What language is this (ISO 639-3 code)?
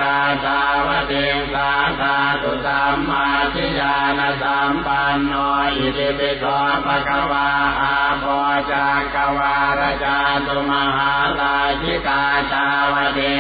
pli